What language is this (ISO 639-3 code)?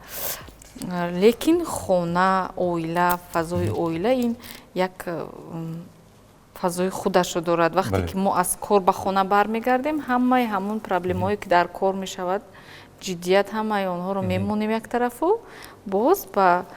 tgk